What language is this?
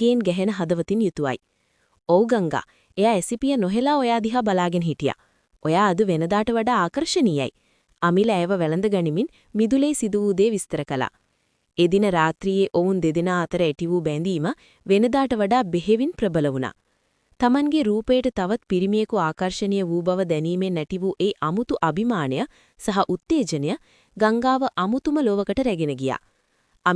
Sinhala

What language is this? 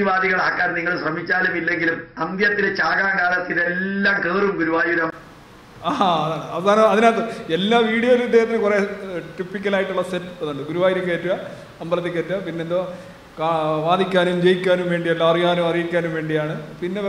Malayalam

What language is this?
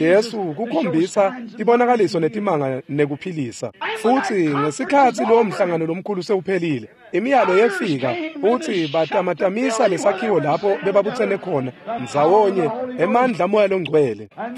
Swati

